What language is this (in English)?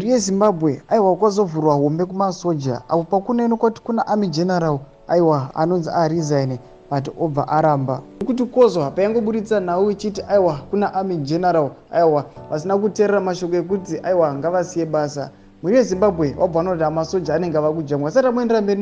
Shona